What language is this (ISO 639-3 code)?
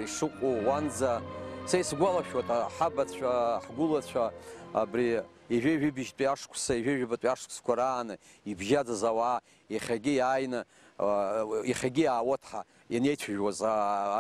abk